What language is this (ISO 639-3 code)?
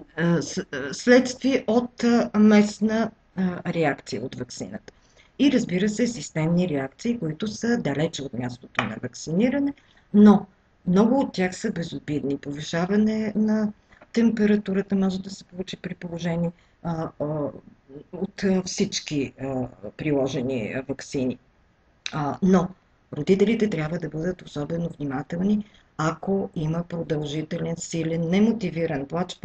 bul